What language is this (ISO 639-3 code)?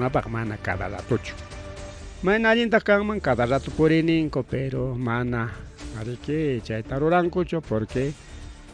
quy